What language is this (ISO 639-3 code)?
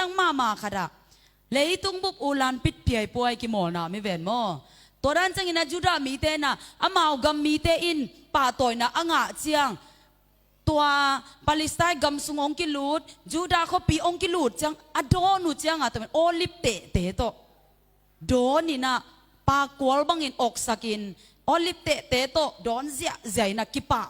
ctd